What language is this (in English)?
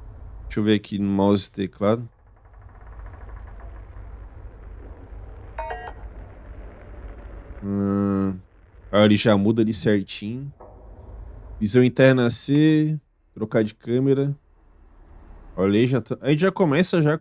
Portuguese